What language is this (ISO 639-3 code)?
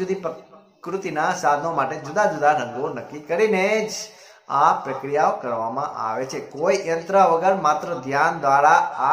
guj